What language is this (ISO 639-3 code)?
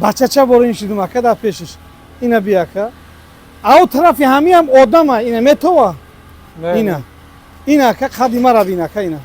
tgk